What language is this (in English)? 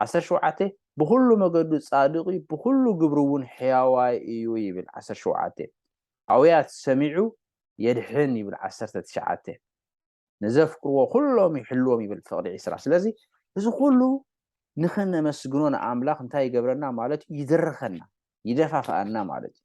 Tigrinya